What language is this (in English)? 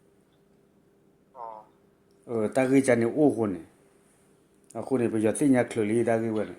S'gaw Karen